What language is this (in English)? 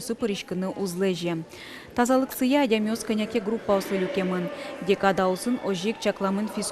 Udmurt